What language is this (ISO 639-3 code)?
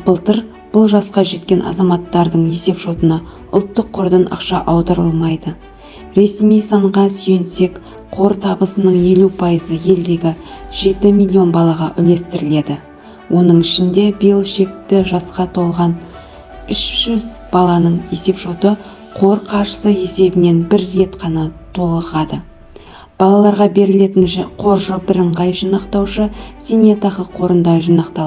kaz